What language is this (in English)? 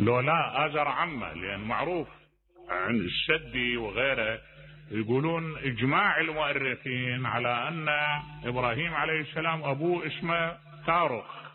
Mesopotamian Arabic